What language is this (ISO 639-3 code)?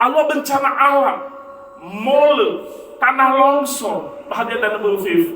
nia